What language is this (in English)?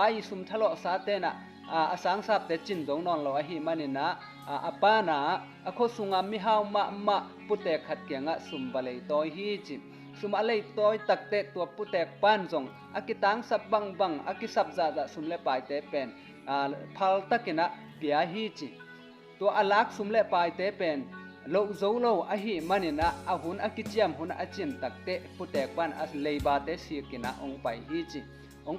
Tedim Chin